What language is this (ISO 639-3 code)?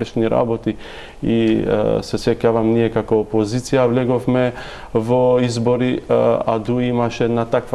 mkd